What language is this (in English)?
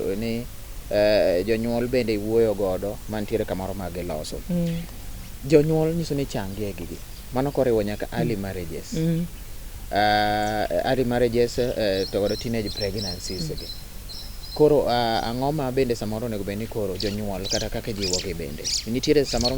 Luo (Kenya and Tanzania)